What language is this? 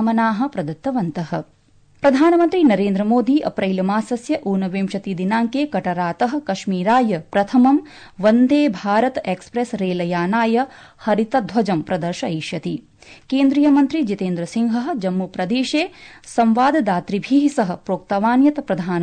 Sanskrit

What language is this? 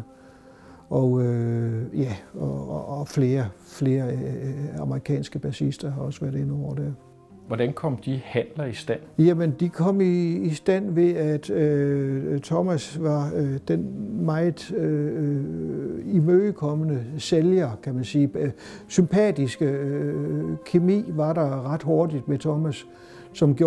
Danish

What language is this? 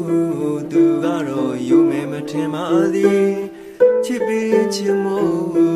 Burmese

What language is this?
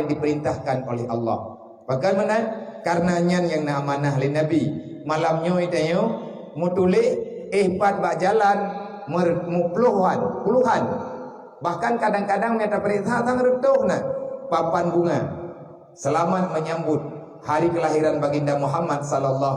Achinese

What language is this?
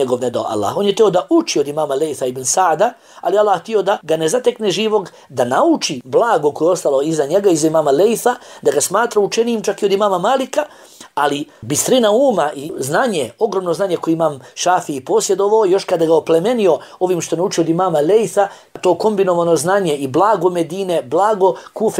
Bosnian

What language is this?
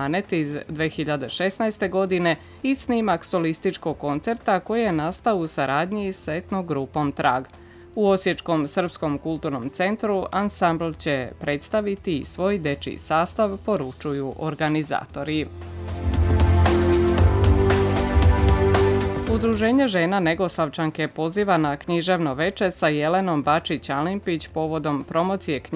Serbian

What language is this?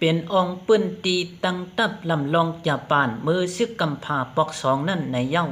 Shan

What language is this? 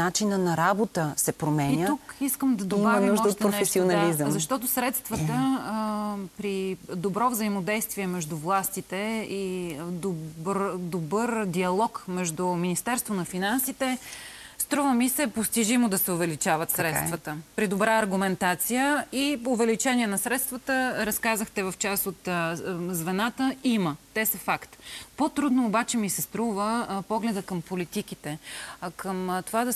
Bulgarian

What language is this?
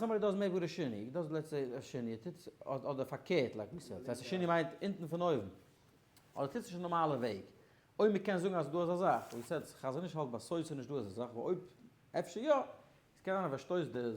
Yiddish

